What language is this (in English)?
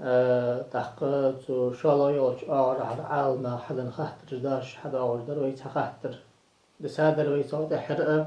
Ingush